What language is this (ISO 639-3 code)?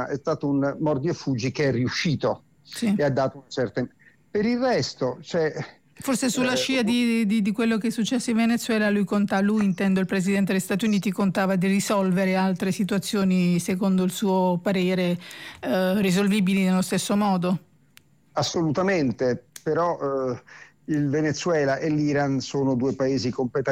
ita